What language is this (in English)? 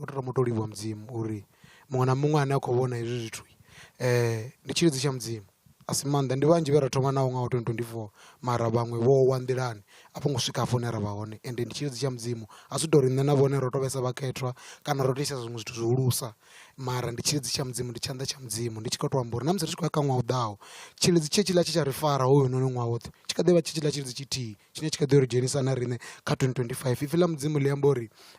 Venda